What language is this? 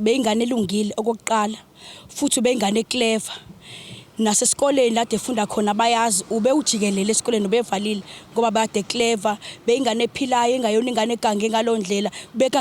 Zulu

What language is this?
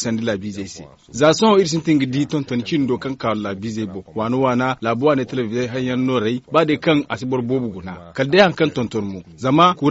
Zarma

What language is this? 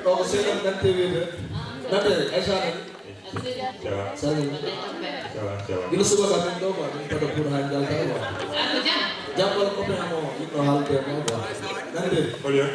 Fula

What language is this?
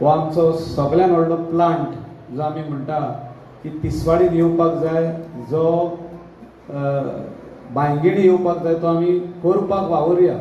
Konkani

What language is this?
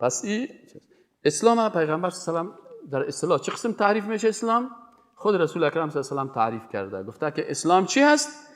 Persian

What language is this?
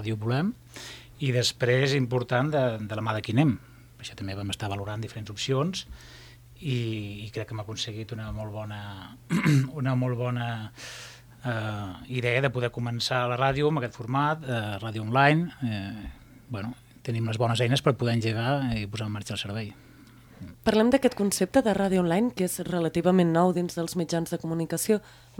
Catalan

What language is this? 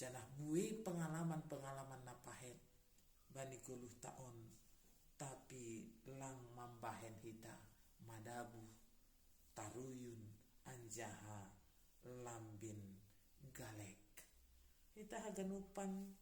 Batak Simalungun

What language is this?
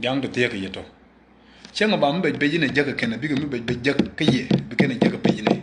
Nuer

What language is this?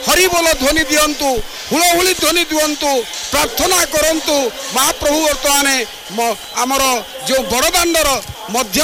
Odia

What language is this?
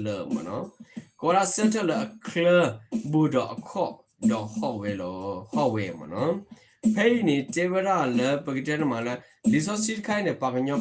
S'gaw Karen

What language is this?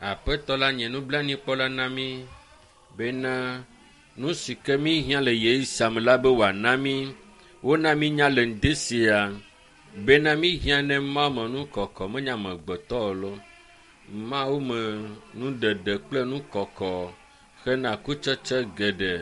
Ewe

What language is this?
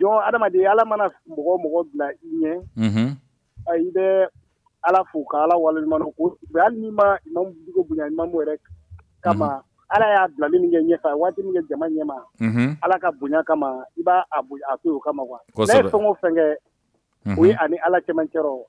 Bambara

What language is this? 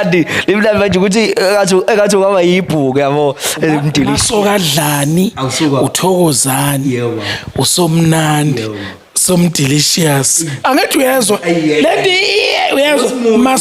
Zulu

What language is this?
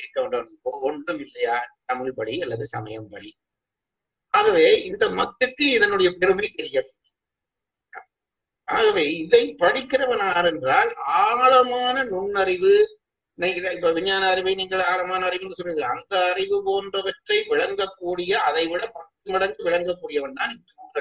Tamil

